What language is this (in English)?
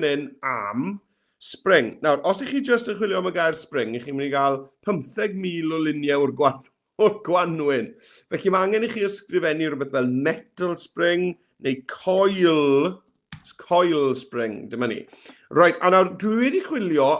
Welsh